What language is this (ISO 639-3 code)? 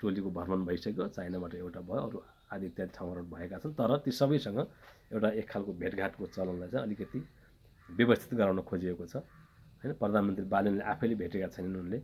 nep